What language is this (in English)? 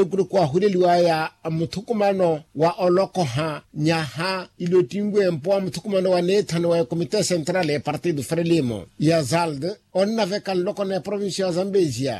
Makhuwa